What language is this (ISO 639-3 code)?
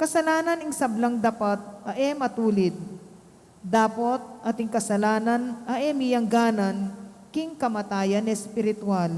pam